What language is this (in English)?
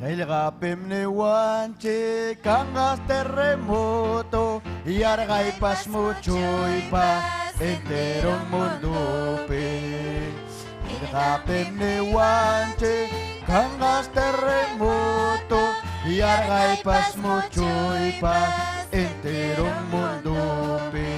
Ayacucho Quechua